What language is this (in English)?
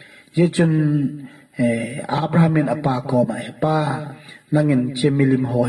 Thado Chin